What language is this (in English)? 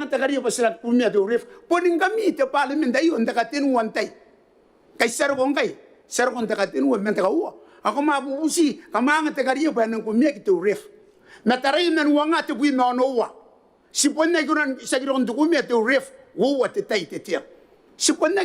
Gilbertese